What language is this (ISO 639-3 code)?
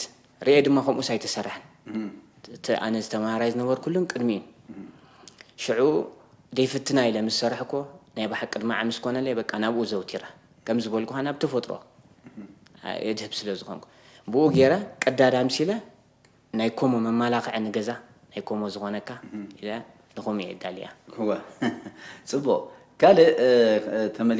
tir